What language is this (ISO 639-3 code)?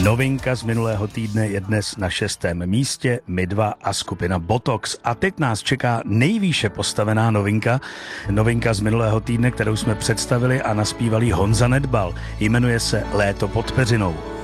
ces